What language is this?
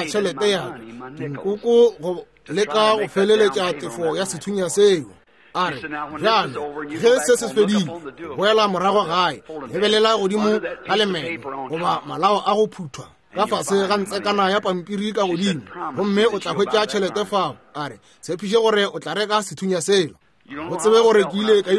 Northern Sotho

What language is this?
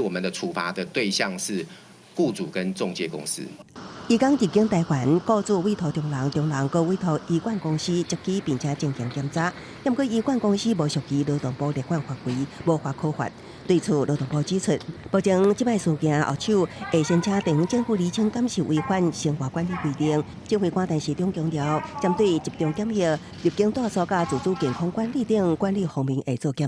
Min Nan Chinese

